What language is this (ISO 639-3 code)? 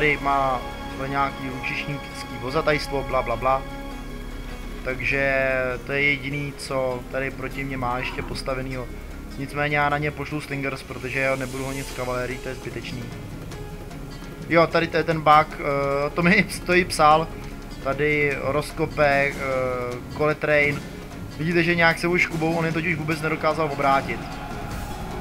ces